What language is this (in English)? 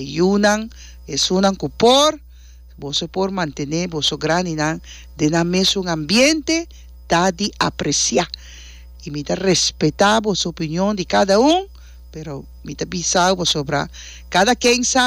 Papiamento